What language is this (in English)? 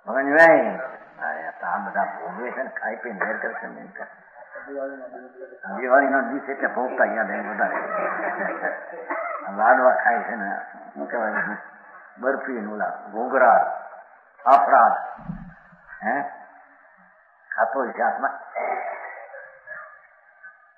Gujarati